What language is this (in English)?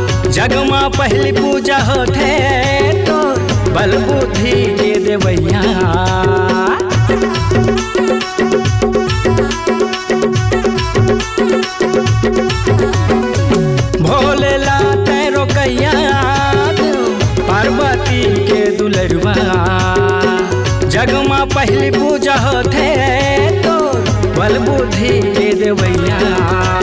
Chhattisgarhi